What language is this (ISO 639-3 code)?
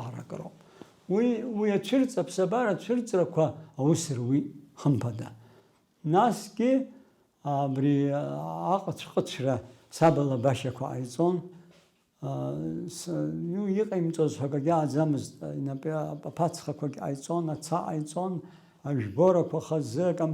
abk